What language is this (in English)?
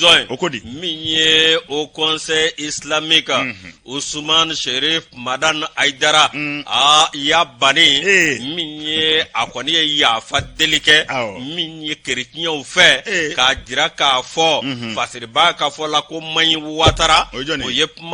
Bambara